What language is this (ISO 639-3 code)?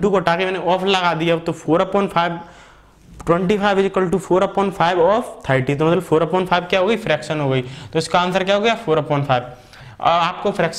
hin